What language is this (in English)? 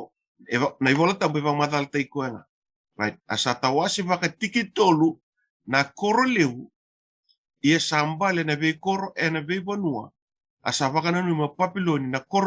Fijian